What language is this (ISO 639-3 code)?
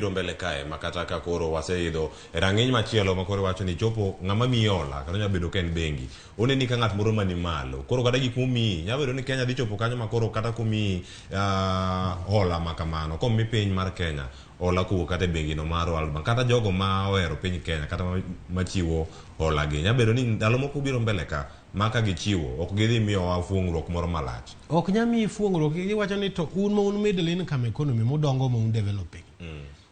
luo